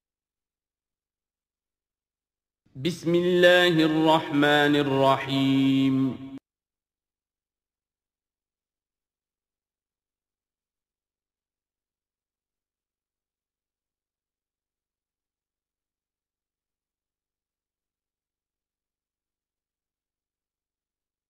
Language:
Urdu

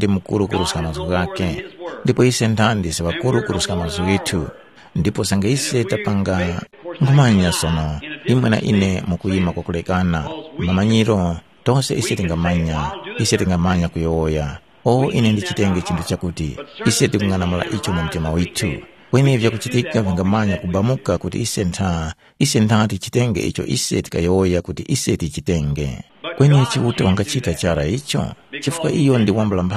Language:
Tumbuka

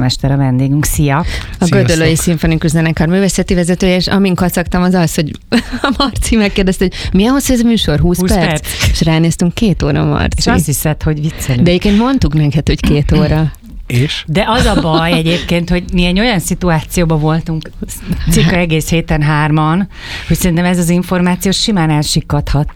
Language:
Hungarian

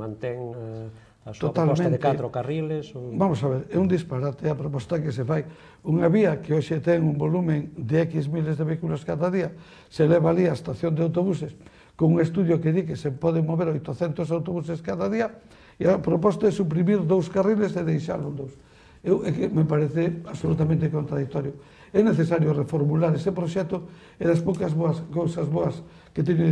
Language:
Galician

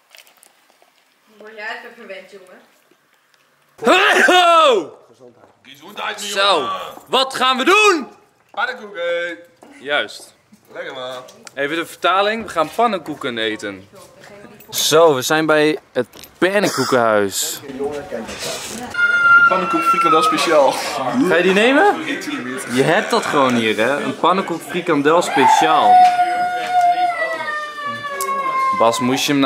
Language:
Dutch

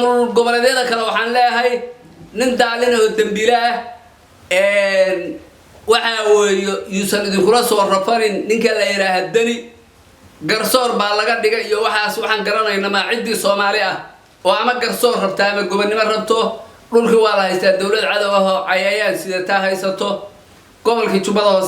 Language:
Somali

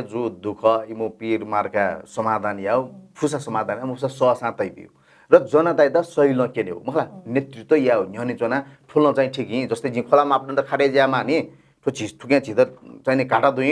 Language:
Newari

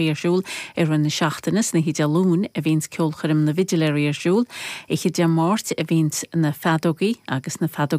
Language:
Irish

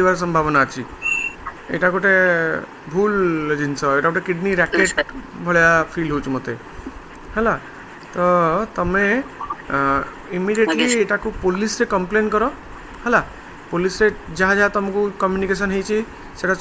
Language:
Odia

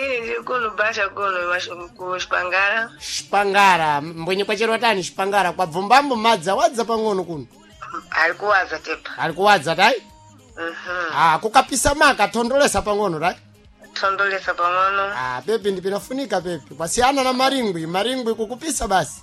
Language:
Sena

